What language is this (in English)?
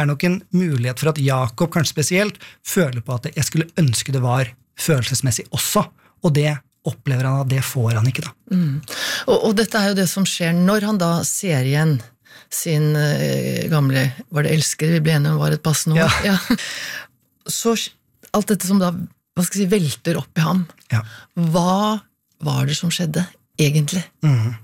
Norwegian